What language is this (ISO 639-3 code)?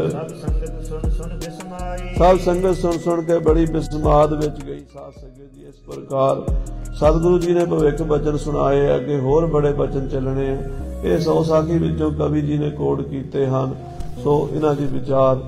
pan